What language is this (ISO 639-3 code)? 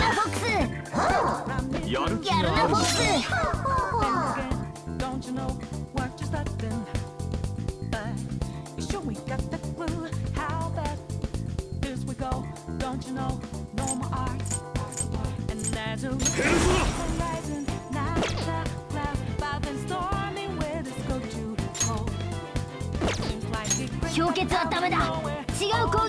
jpn